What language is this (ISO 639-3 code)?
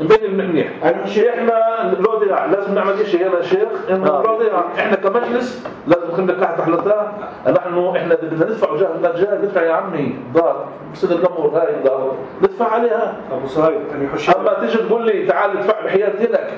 apc